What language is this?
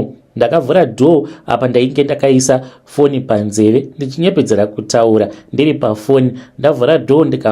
Shona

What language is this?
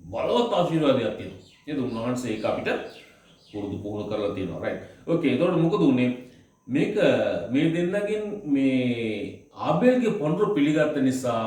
Sinhala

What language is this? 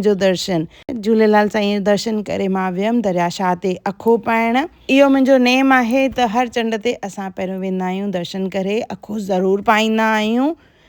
Sindhi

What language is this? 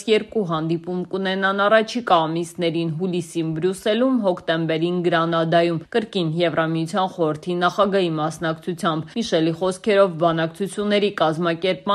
Armenian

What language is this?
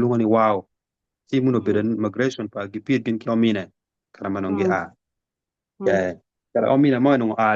Acoli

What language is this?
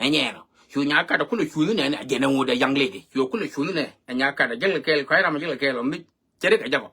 Nuer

